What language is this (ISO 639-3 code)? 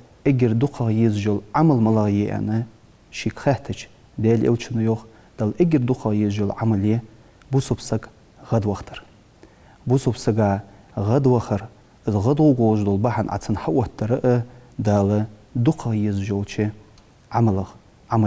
inh